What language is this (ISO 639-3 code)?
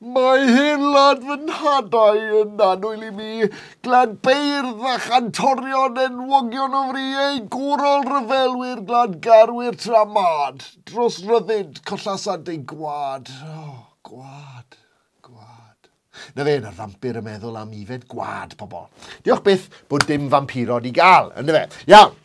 cym